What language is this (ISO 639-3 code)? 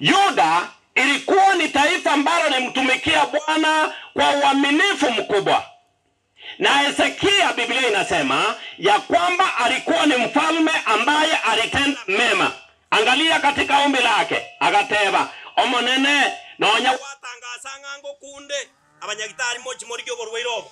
guz